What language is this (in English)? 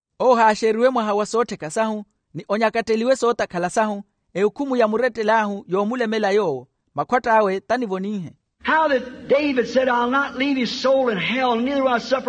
Makhuwa